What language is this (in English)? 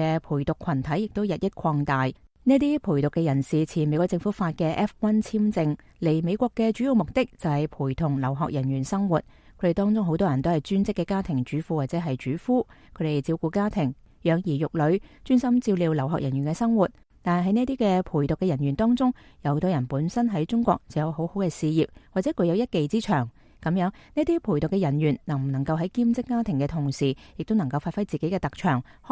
Cantonese